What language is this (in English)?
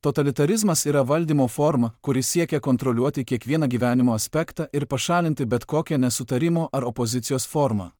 Lithuanian